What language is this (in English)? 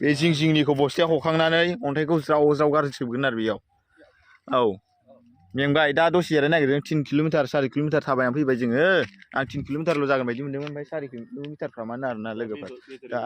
Bodo